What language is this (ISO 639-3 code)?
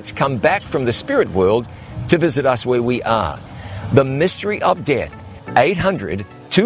eng